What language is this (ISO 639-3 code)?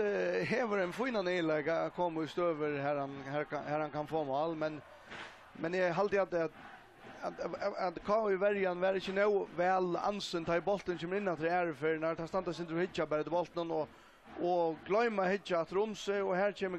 fao